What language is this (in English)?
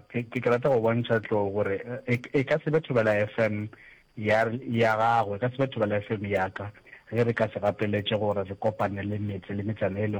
Northern Sotho